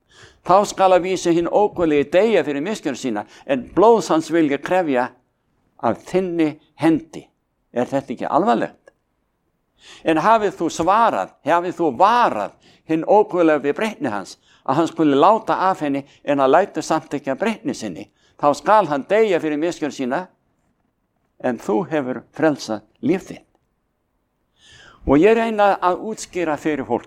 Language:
Icelandic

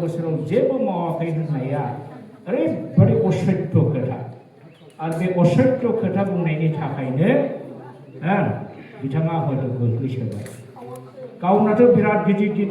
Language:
Bodo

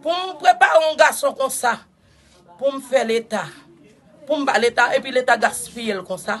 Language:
Haitian Creole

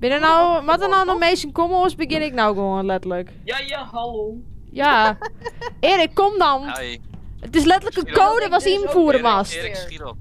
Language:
Western Frisian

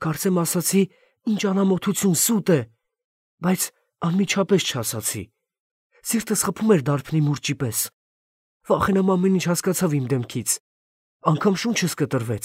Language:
Armenian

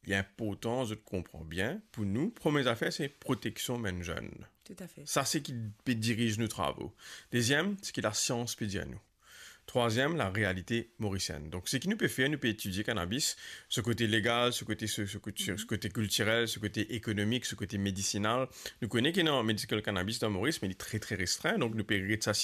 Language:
Morisyen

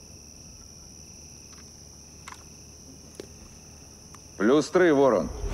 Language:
Ukrainian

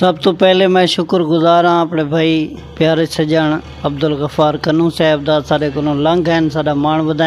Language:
Saraiki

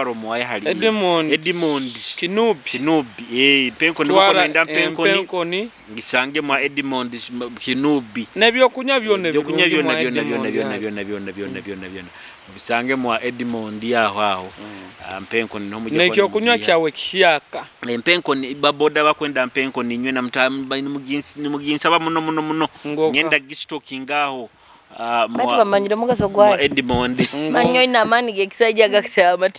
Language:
Nyoro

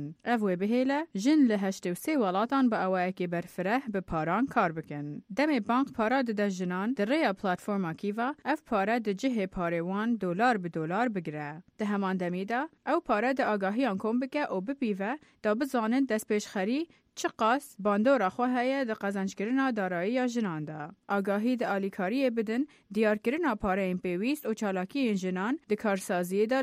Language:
Kurdish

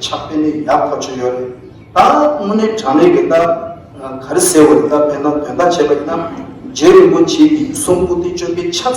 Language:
Tibetan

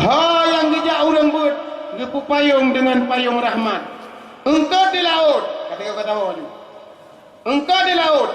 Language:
Achinese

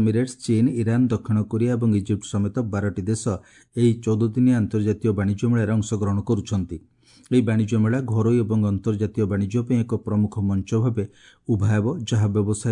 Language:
Odia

